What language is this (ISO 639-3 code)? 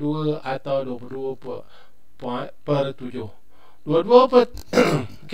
msa